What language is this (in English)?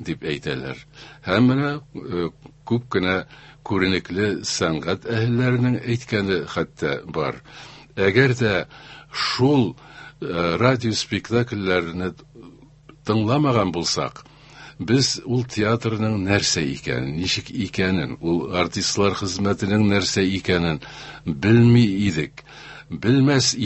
Tatar